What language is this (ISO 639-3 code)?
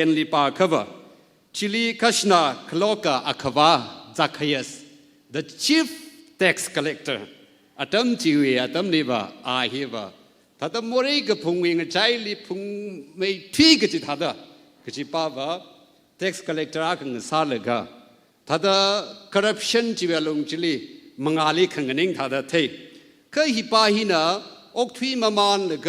nmf